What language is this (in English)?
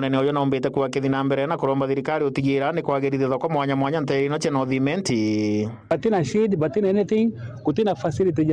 Meru